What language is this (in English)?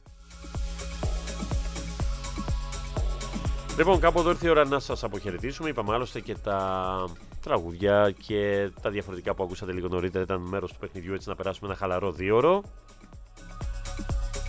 Greek